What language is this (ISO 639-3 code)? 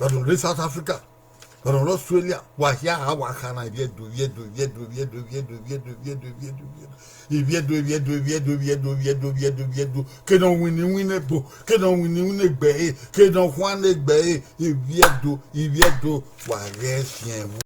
bin